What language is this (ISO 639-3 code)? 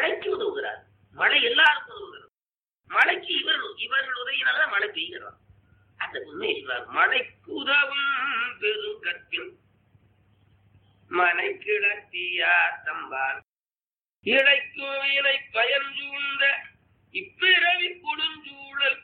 tam